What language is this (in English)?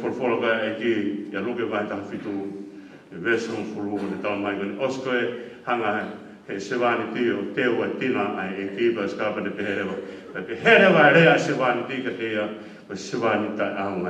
Tongan